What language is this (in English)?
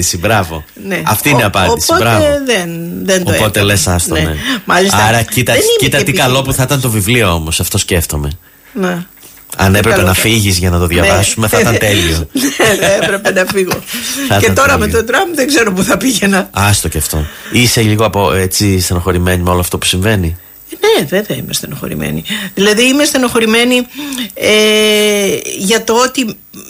Greek